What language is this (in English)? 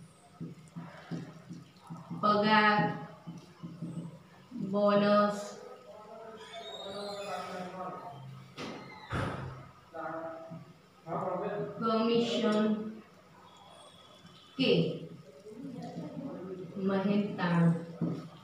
Gujarati